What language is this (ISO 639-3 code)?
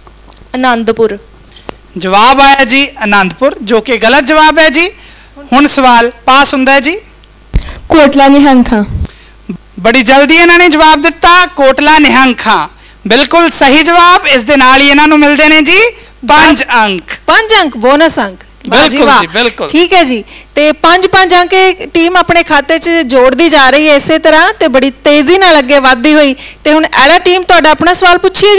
pan